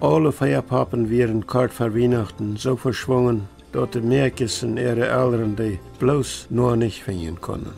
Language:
Plautdietsch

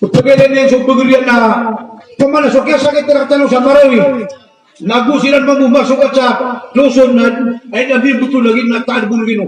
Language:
Maranao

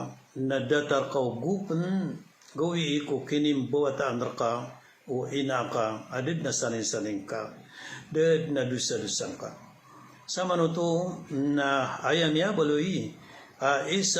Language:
Maranao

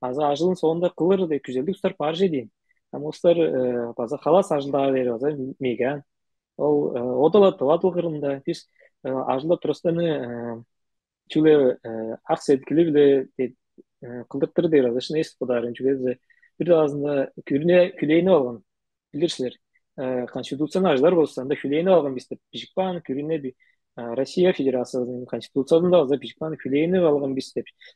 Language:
Tuvinian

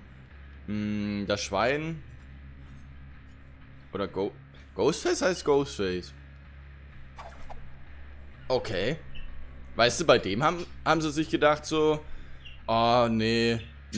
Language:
German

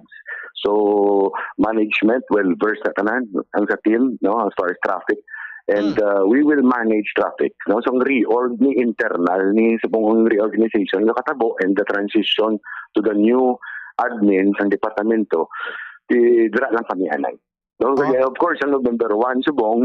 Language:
Hiligaynon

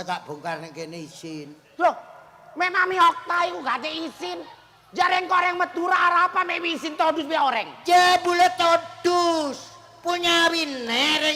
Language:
Javanese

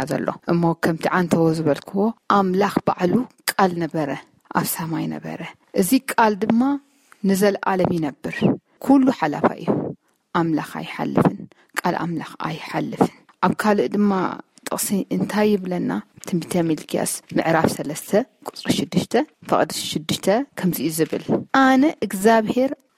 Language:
Tigrinya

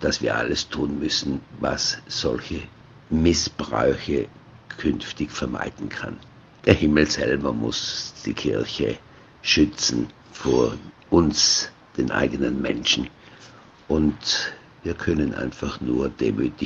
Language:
German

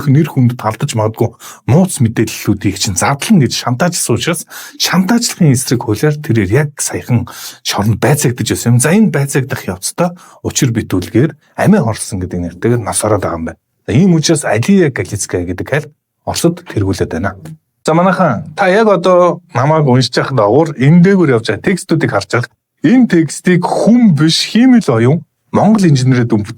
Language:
Mongolian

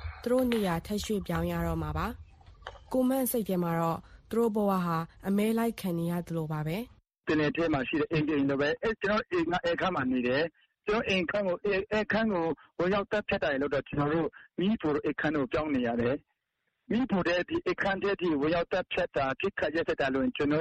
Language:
Burmese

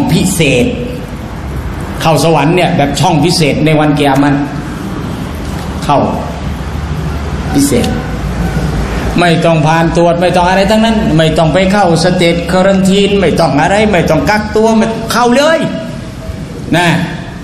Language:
Thai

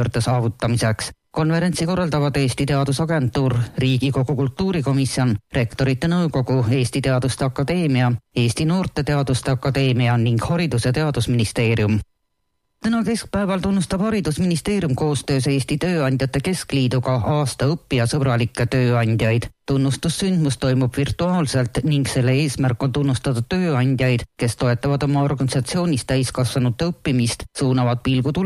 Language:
Estonian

